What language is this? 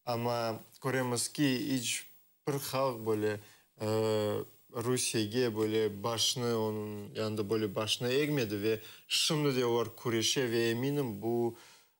Crimean Tatar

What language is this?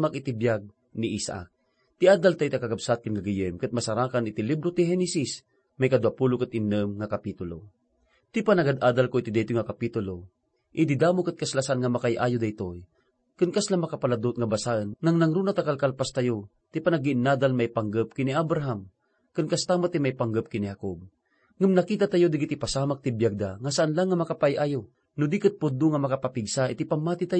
Iloko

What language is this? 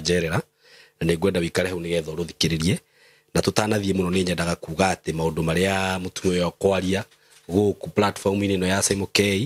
Kikuyu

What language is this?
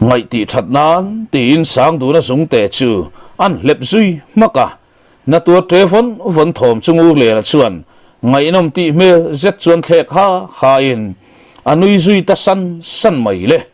Mizo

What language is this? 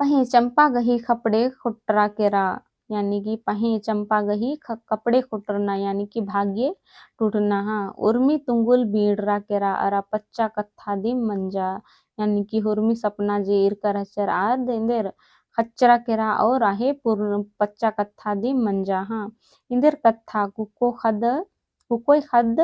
Kurukh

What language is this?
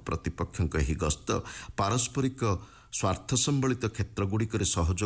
Odia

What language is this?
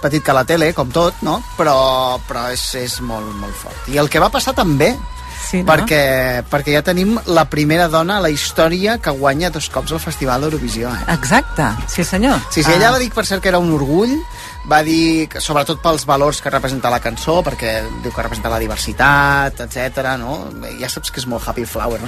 Catalan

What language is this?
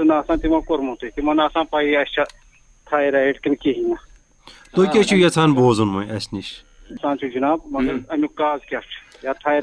Kashmiri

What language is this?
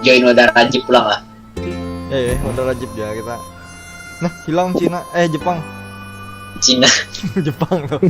Banjar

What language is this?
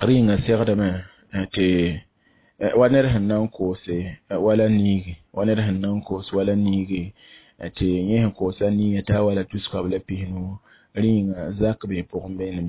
Mossi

